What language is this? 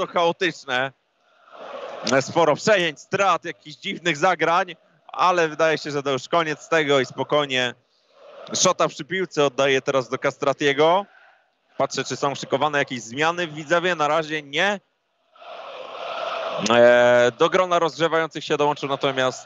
Polish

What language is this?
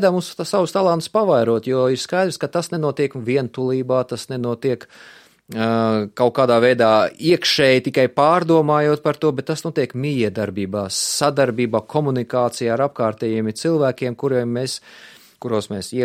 Latvian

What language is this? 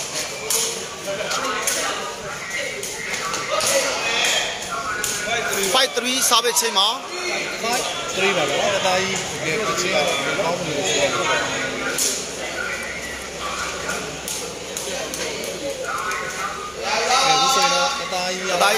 Burmese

